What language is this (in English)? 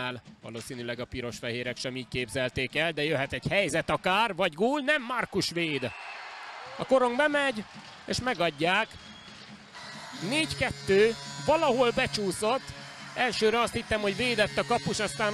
Hungarian